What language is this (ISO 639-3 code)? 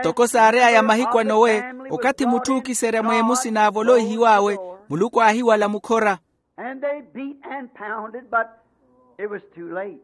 vmw